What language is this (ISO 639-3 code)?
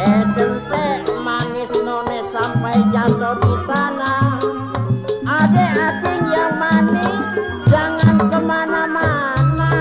bew